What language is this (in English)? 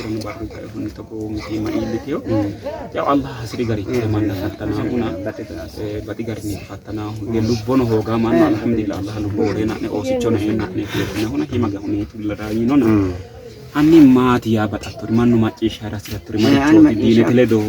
Sidamo